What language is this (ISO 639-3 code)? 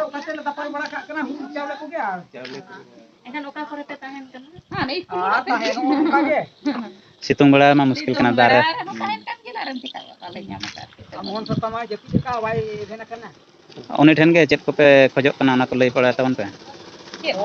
sat